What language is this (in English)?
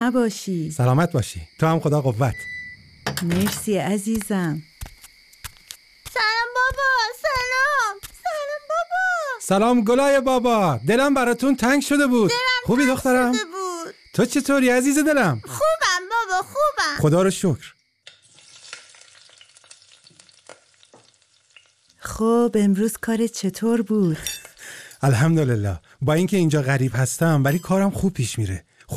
Persian